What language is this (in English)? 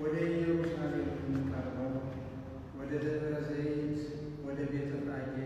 Amharic